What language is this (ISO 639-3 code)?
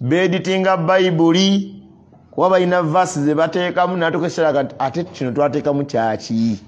lug